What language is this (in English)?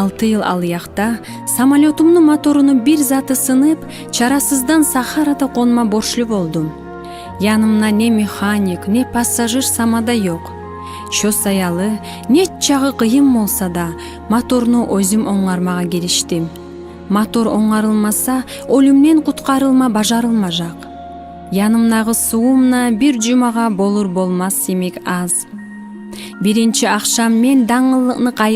Kumyk